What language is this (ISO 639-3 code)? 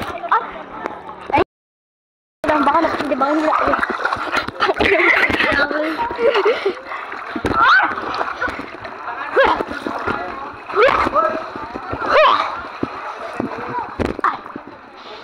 fil